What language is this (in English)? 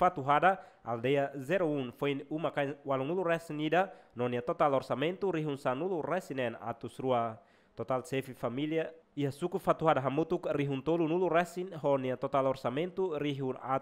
Tetum